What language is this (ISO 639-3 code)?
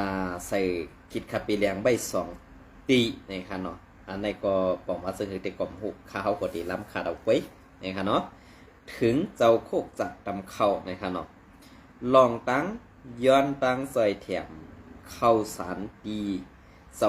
shn